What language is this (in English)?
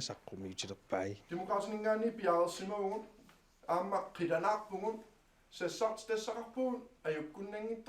Kalaallisut